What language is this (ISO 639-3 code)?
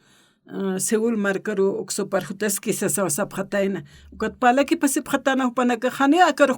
aym